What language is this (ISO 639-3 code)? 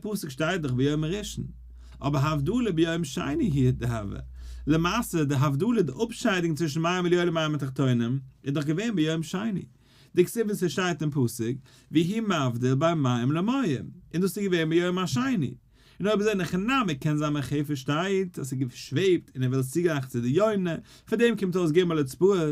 yid